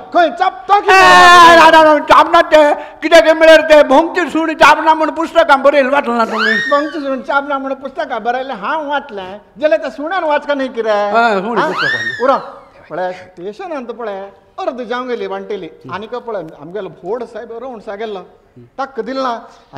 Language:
Konkani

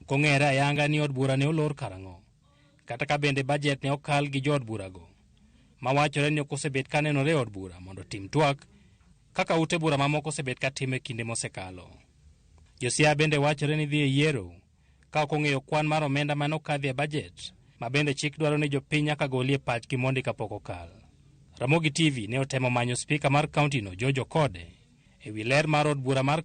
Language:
Luo (Kenya and Tanzania)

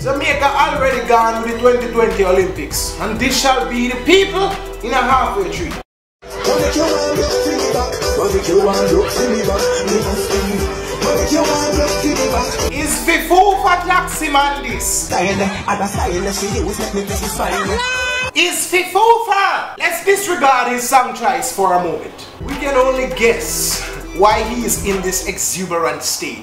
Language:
Jamaican Creole English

